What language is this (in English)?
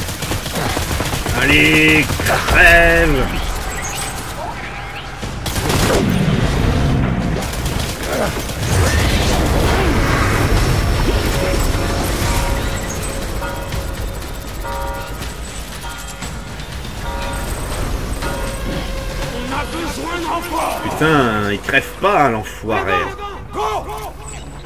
French